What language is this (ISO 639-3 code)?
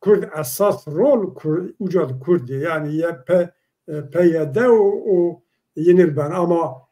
zza